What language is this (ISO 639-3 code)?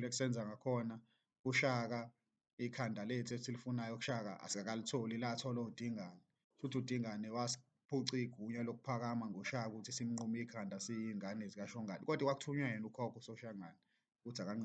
zul